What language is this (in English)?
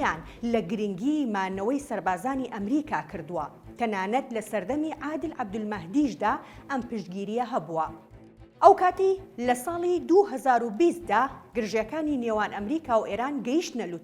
Central Kurdish